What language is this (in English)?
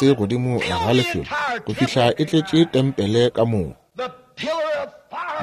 Northern Sotho